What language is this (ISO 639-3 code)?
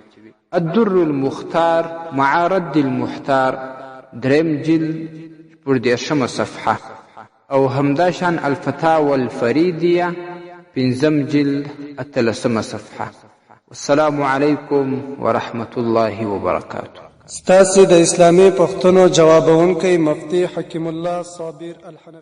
pus